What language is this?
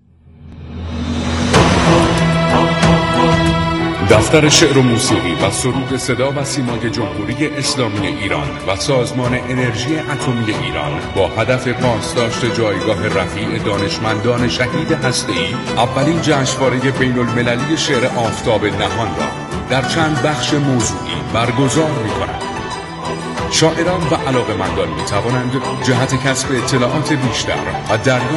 Persian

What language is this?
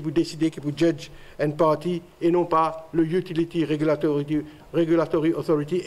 Morisyen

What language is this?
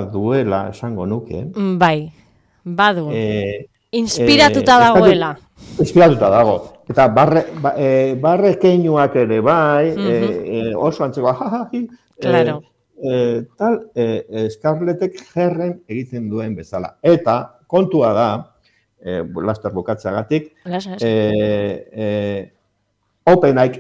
Basque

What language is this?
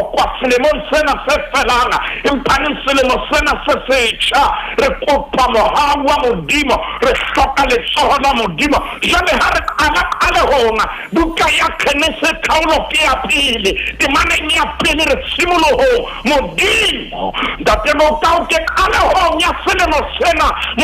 Southern Sotho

